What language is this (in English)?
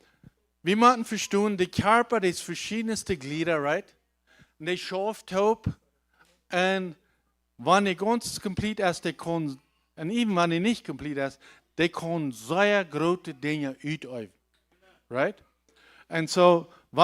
Plautdietsch